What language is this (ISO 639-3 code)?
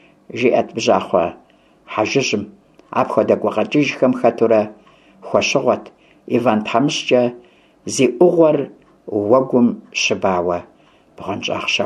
kbd